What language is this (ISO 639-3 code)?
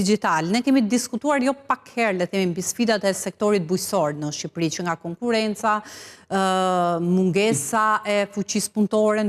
sqi